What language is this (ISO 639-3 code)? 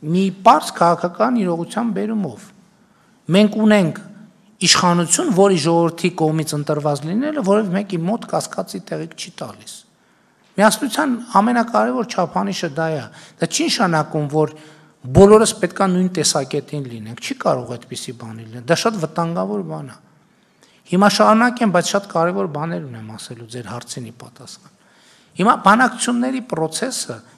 hye